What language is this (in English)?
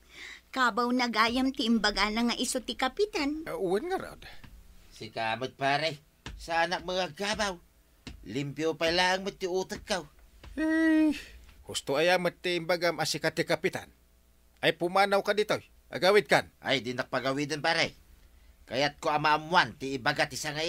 Iloko